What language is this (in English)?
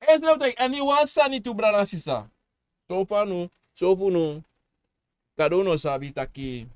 Sranan Tongo